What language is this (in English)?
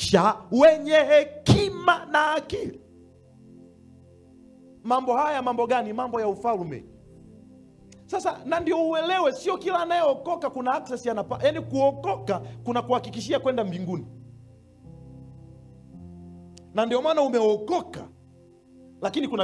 Swahili